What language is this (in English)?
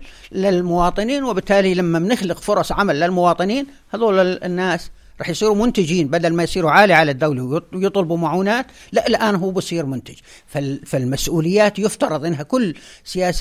North Levantine Arabic